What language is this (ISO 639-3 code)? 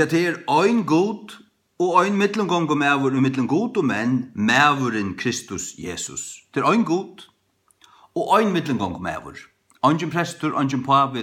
fao